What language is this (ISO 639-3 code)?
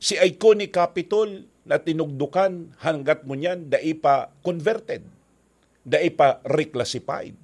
bik